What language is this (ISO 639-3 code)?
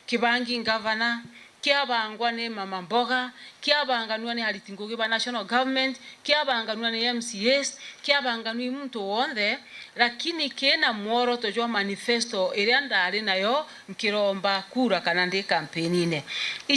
mer